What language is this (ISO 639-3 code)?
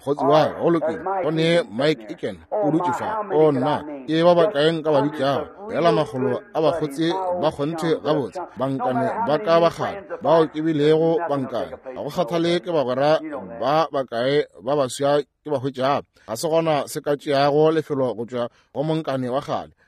nso